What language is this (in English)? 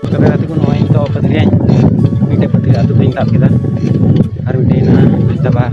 Santali